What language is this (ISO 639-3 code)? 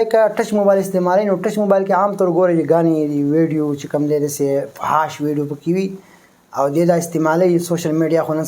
pus